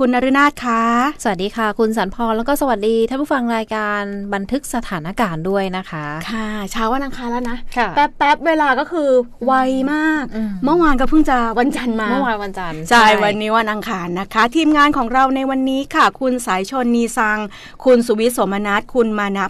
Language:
Thai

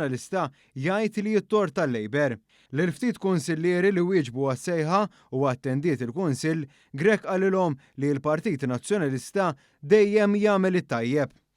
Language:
Maltese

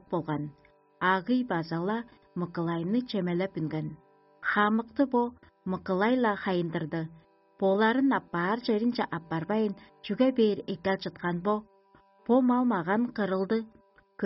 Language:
Tuvinian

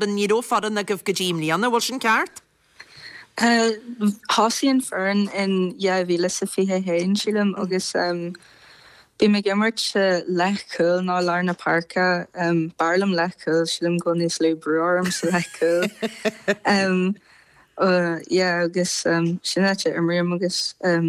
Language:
Irish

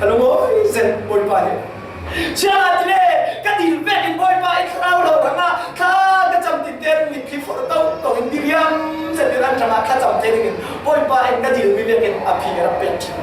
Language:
Falam Chin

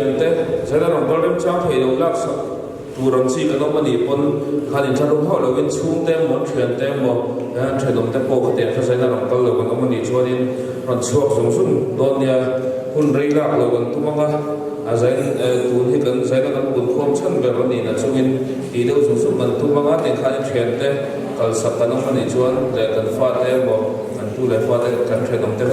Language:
Mizo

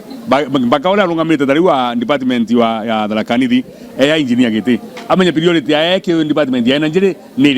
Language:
Kikuyu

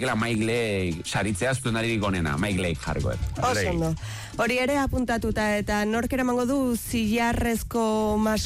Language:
Basque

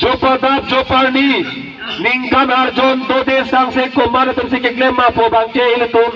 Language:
Karbi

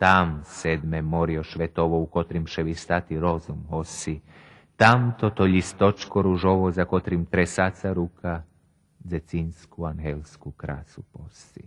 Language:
Rusyn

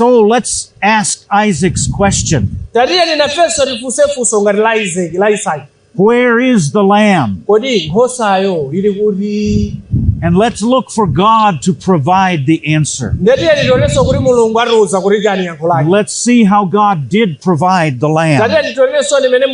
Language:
Nyanja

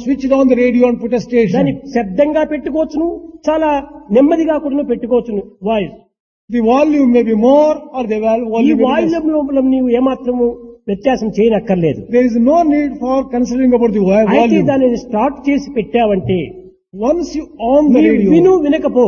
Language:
Telugu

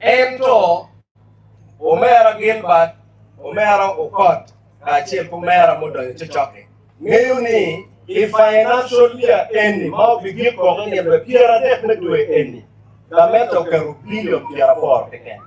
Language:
Acoli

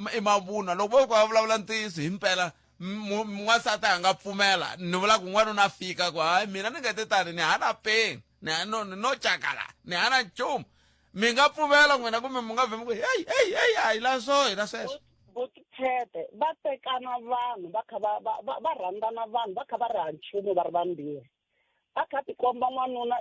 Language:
Tsonga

